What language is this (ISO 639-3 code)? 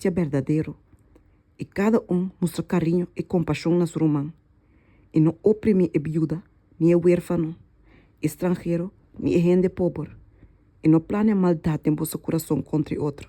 pap